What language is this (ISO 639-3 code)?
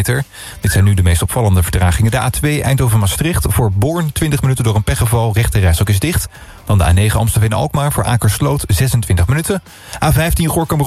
nld